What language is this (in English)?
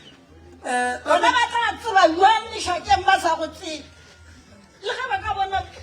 Northern Sotho